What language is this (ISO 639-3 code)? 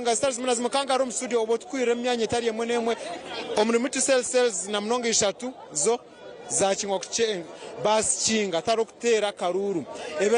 nyn